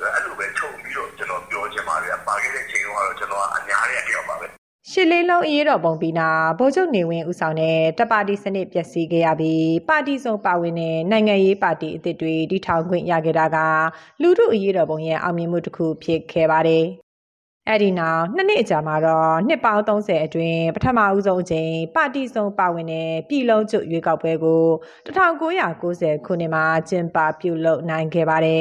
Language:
Burmese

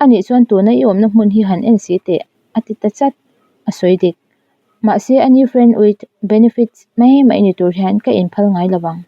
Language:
Mizo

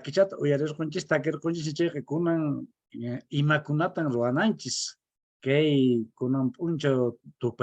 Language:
Quechua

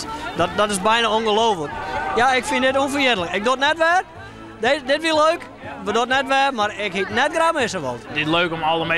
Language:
Western Frisian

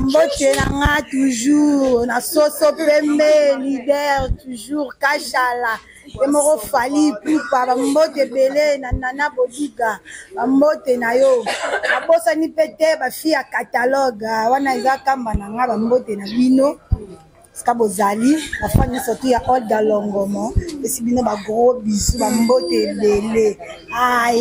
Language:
Lingala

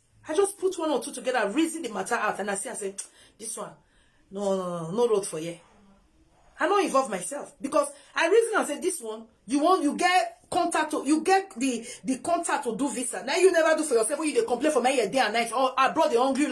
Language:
Nigerian Pidgin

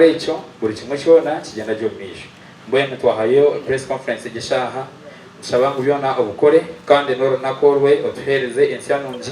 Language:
Nyankole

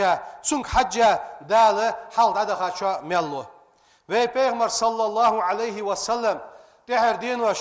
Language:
Ingush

